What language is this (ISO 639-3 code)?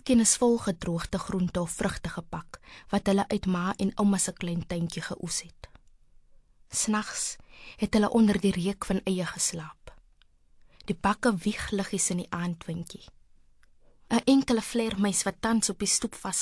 afr